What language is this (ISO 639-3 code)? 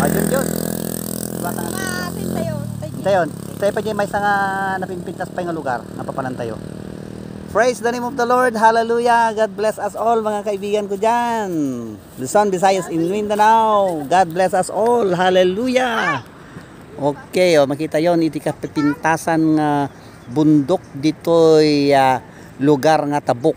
ilo